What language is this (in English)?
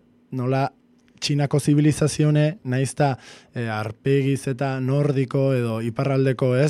Basque